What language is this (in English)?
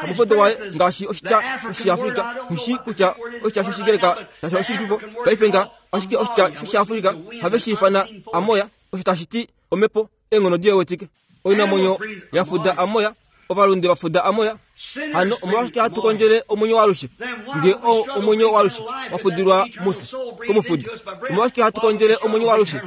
Kuanyama